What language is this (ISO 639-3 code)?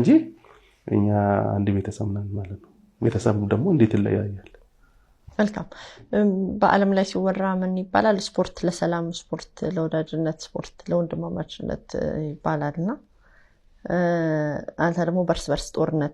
amh